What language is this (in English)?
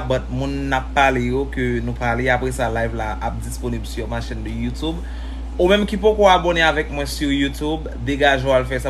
Haitian Creole